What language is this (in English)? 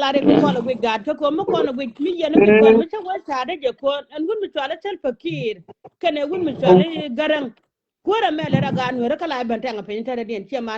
Nuer